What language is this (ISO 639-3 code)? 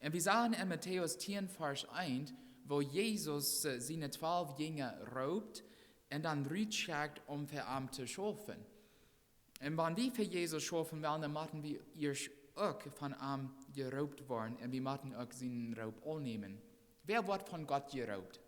pdt